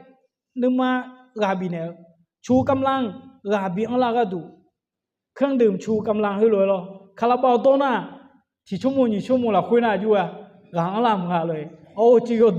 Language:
Akha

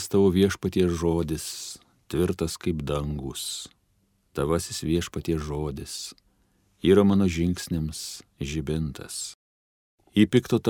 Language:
Lithuanian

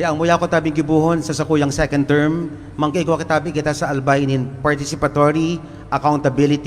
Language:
Bikol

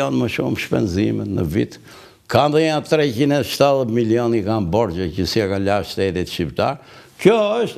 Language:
Albanian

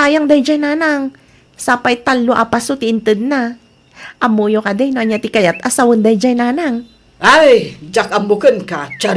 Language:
Iloko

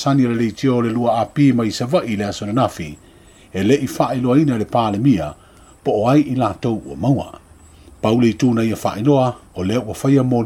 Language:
Samoan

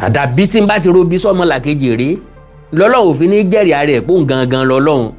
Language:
Yoruba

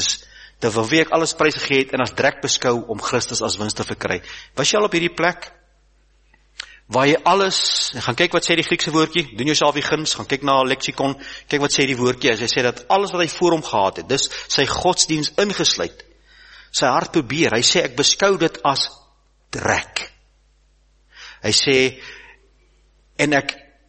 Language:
Afrikaans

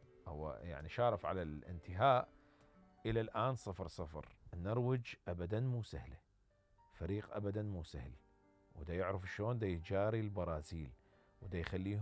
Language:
Mesopotamian Arabic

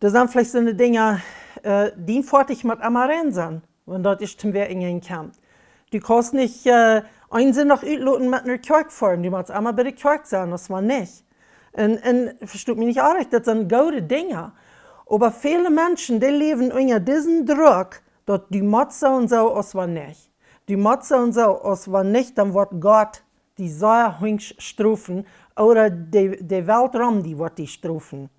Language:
Plautdietsch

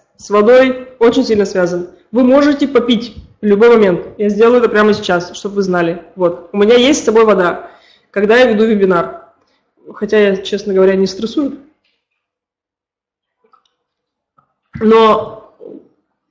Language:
Russian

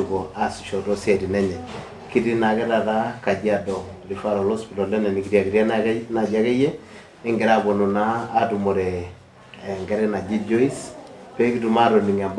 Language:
Masai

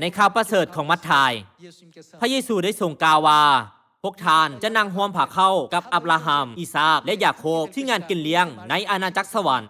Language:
Lao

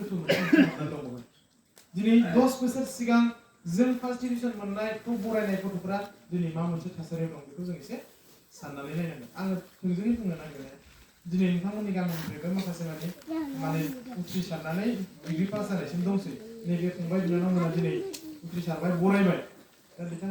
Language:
Bodo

